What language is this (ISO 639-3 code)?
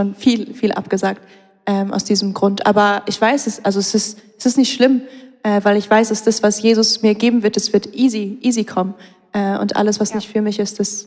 gsw